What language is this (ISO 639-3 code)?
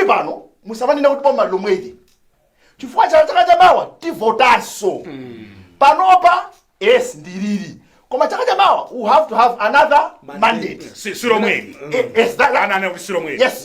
nya